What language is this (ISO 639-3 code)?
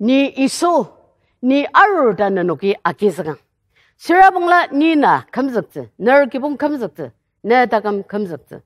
njo